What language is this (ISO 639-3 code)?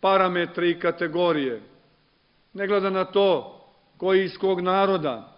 srp